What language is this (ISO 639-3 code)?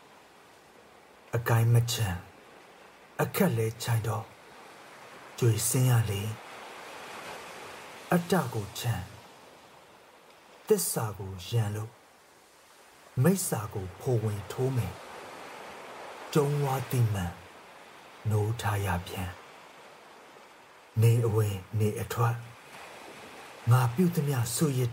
mya